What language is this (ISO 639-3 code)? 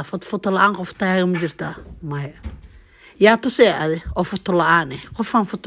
som